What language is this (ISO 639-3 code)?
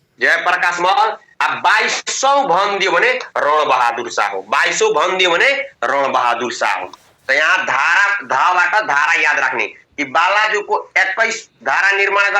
nep